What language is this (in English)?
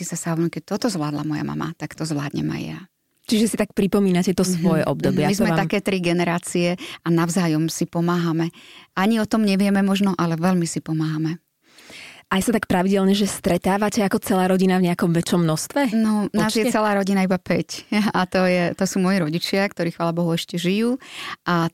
Slovak